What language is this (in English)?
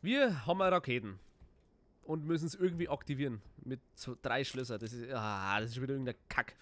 Bavarian